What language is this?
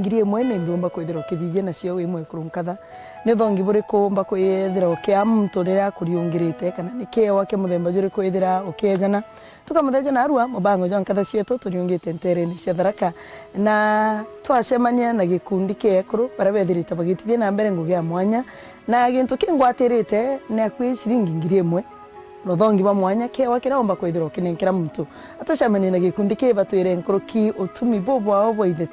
Meru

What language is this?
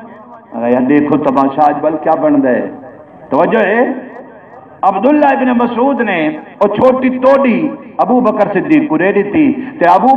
Saraiki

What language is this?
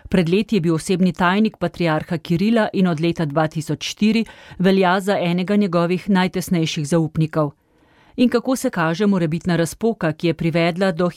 Slovenian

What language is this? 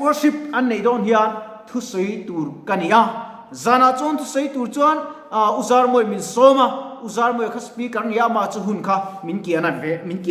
Mizo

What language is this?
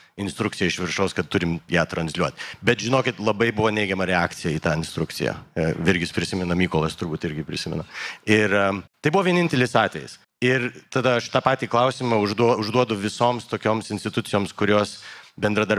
Lithuanian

